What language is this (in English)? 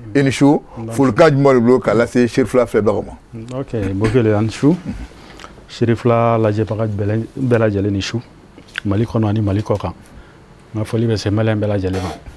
Bambara